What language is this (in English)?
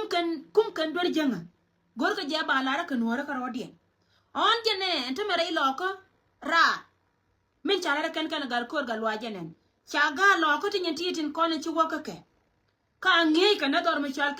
Nuer